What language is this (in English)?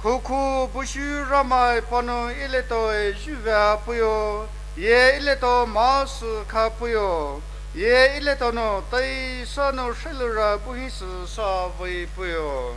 Poumei Naga